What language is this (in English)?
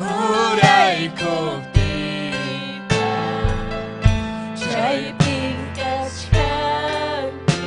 Ayacucho Quechua